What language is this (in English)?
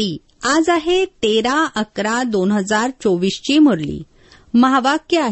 Marathi